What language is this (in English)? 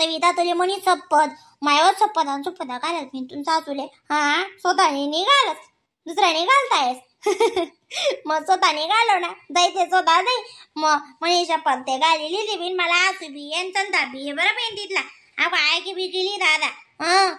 Khandesi